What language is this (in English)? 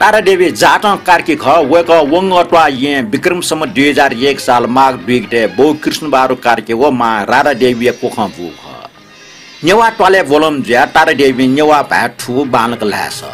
Newari